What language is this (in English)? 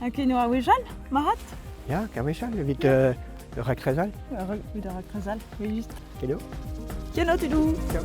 Breton